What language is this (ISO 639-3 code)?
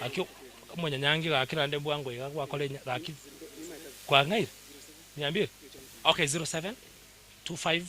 guz